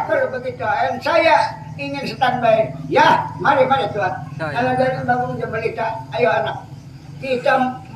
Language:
Banjar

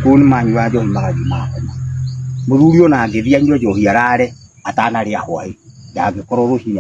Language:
Kikuyu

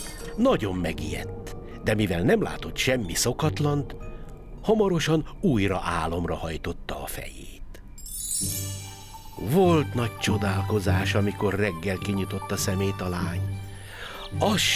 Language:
Hungarian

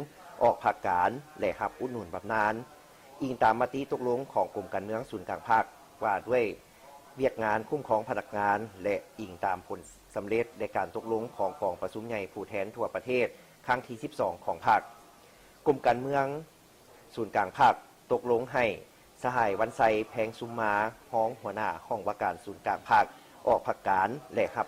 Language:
Lao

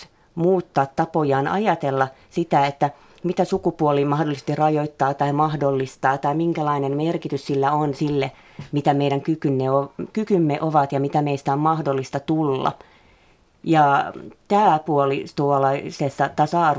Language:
Finnish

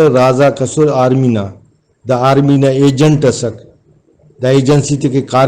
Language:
Brahui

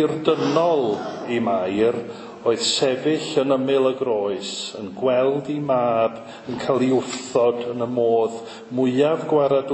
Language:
Welsh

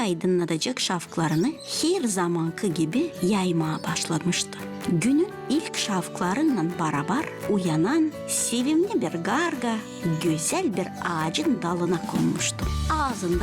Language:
Gagauz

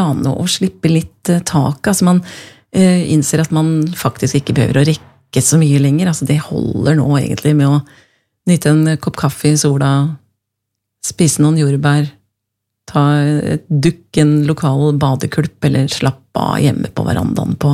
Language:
Norwegian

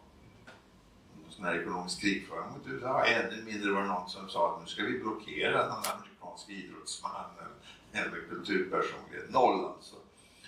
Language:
Swedish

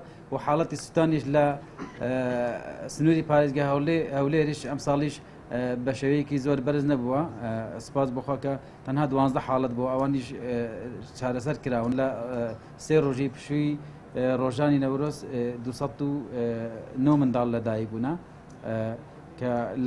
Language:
Central Kurdish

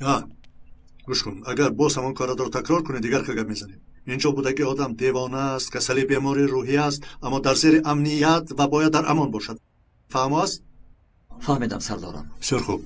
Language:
Tajik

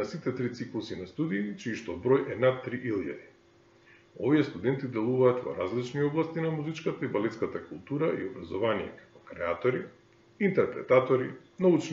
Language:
Macedonian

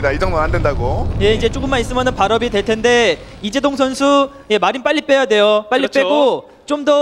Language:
Korean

